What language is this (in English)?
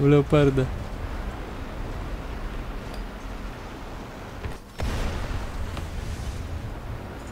Polish